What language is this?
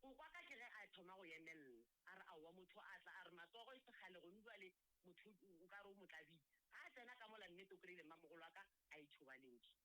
Northern Sotho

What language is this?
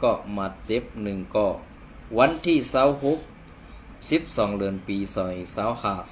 Shan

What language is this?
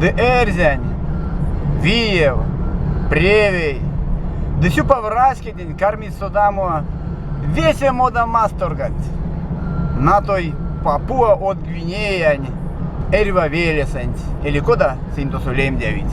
Erzya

